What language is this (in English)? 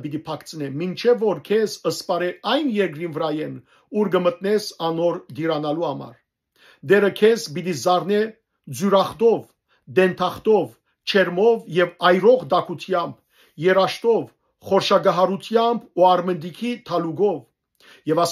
Western Armenian